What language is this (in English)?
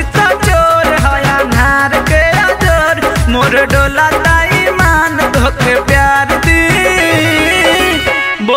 Bhojpuri